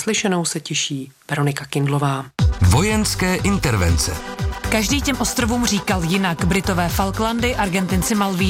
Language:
Czech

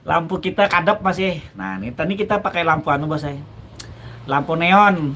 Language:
Banjar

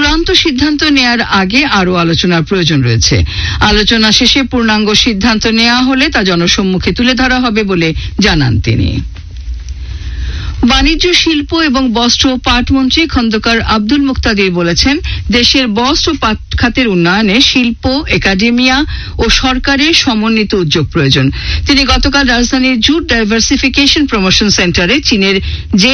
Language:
Bangla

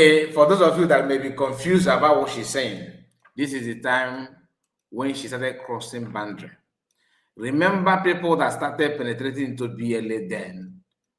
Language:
Igbo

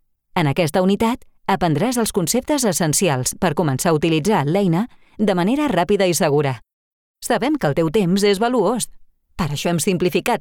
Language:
Catalan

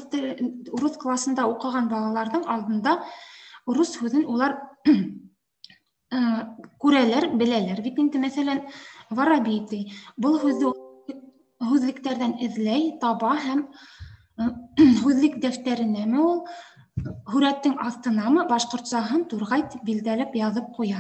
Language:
Bashkir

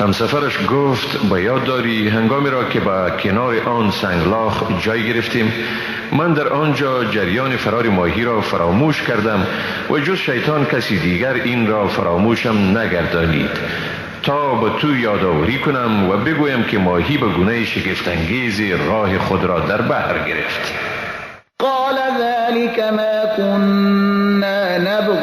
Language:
Persian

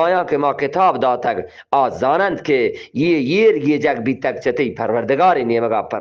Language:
Eastern Balochi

